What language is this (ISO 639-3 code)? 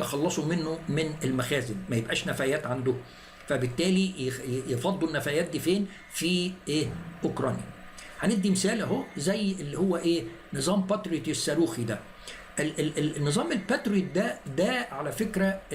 arz